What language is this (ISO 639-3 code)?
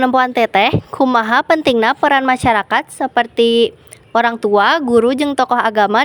sun